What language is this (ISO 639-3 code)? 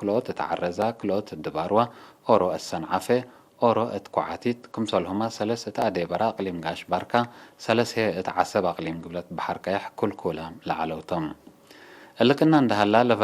tig